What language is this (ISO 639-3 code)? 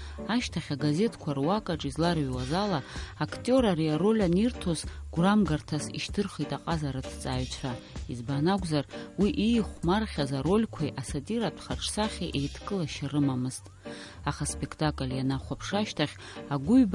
abk